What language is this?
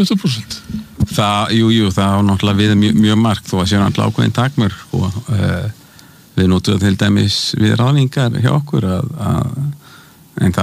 Icelandic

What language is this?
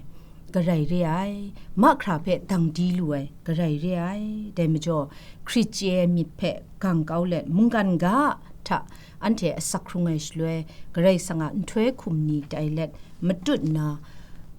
Kachin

